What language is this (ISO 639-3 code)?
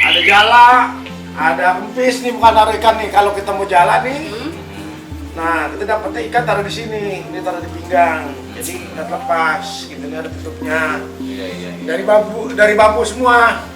bew